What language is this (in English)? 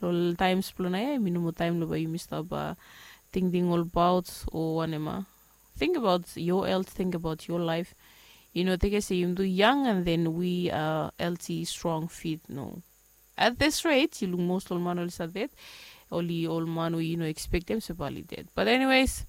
Bislama